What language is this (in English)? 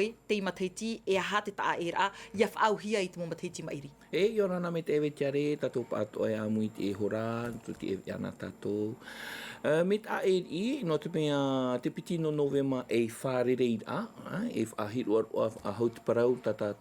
Tahitian